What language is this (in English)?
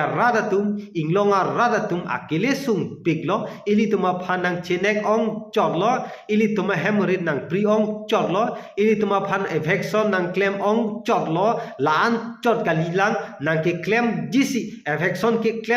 Karbi